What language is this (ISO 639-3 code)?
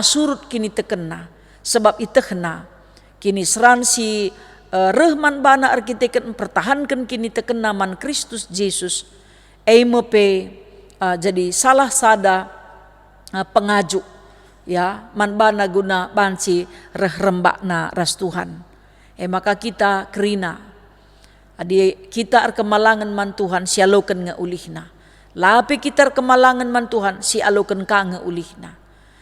btx